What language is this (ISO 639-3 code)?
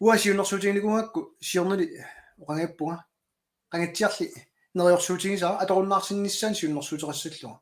kal